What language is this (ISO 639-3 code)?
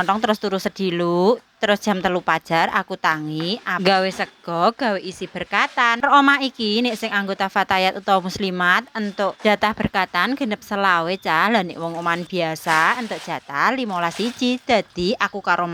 jav